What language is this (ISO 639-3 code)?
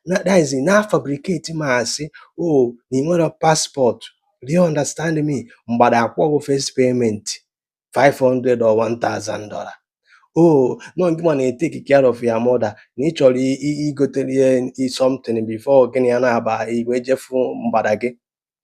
ibo